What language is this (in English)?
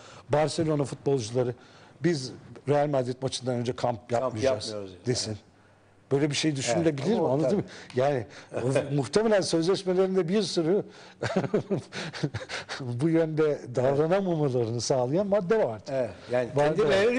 Turkish